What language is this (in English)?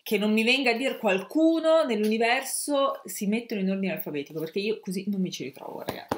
Italian